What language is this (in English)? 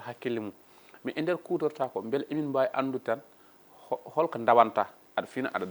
Fula